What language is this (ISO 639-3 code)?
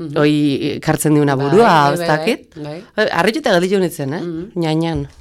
eus